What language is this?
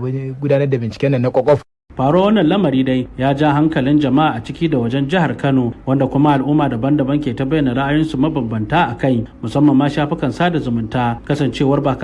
Hausa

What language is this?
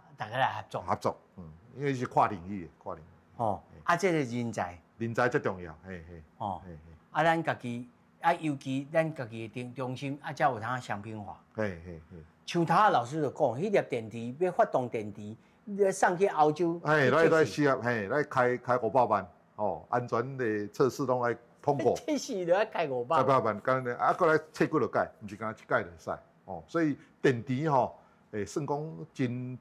Min Nan Chinese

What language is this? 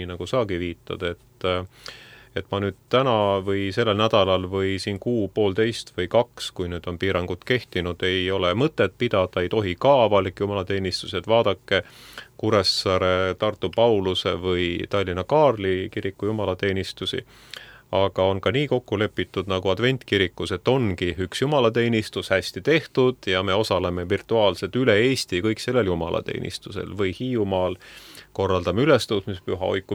Estonian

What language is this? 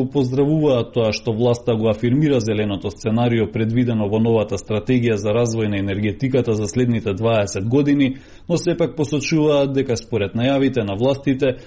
Macedonian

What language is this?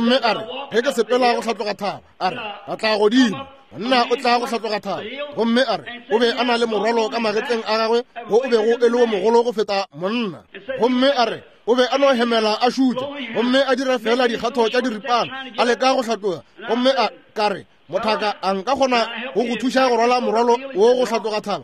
Northern Sotho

